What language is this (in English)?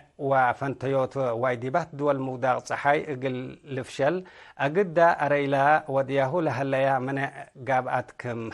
Tigre